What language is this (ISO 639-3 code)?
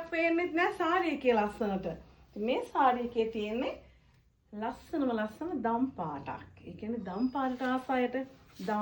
sin